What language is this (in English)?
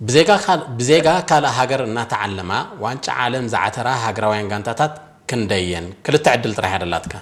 Tigrinya